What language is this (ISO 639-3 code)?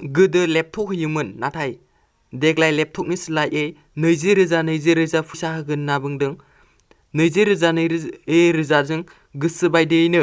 brx